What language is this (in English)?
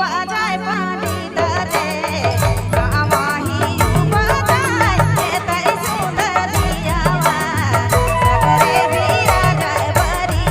Sadri